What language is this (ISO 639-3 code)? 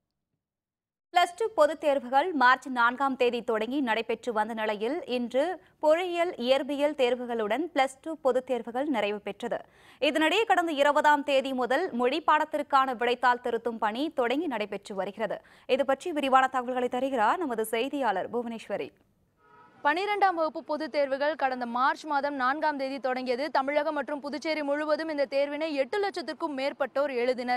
tam